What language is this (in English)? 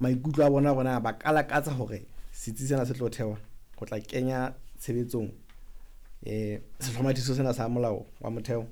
Southern Sotho